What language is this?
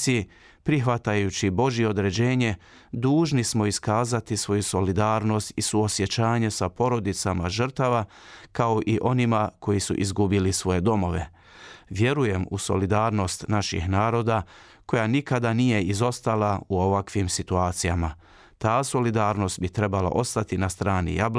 Bosnian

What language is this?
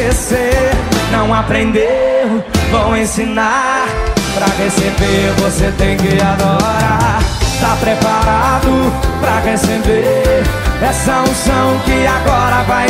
Portuguese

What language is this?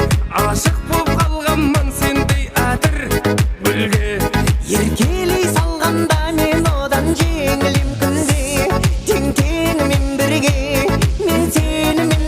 Kara-Kalpak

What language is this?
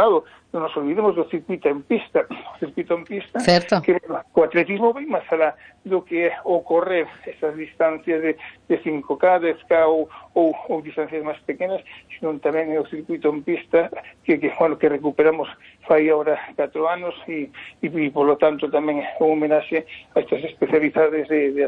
Galician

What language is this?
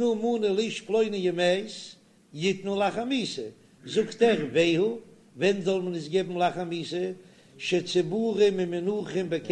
Yiddish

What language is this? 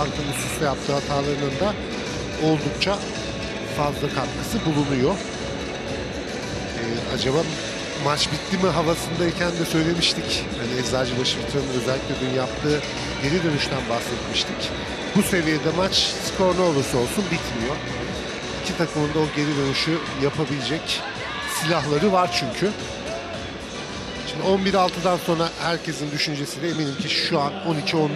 Turkish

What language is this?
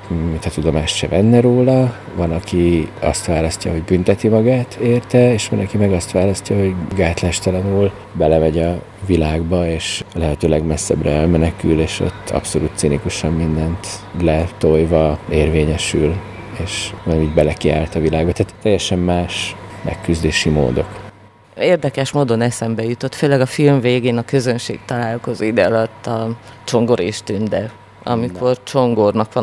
Hungarian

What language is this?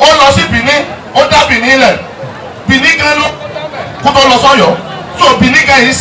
Yoruba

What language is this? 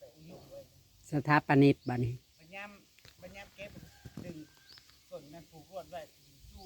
Northeastern Thai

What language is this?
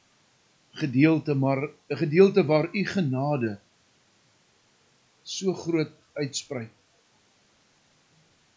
Afrikaans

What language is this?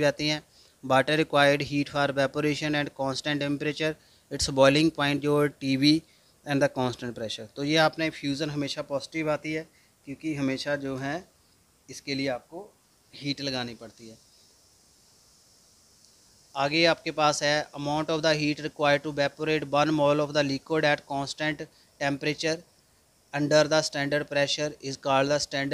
Hindi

